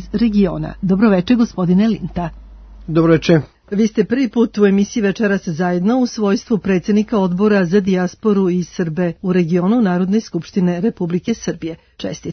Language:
Serbian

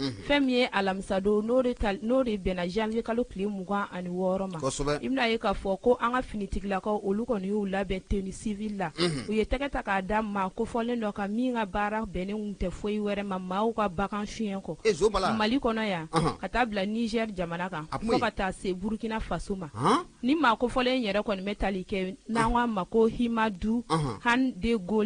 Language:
Bambara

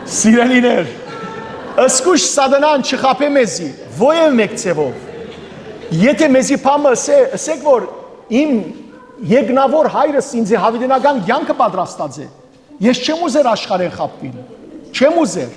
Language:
Western Armenian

